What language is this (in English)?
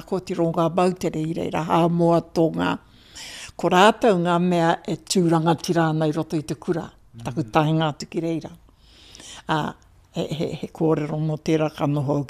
Māori